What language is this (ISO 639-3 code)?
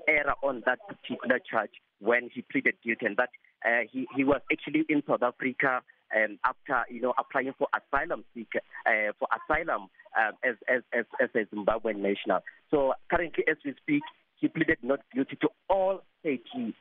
eng